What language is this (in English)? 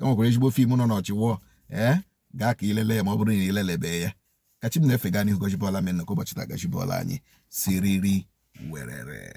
Igbo